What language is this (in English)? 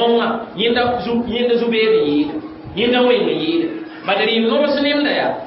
Mossi